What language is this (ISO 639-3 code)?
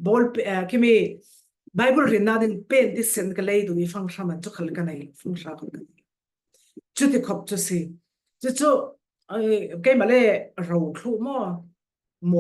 cfm